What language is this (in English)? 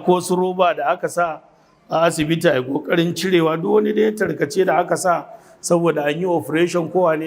Hausa